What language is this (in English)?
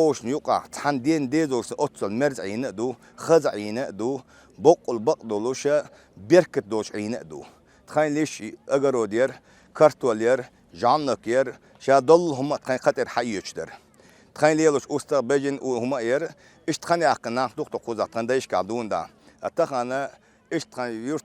Chechen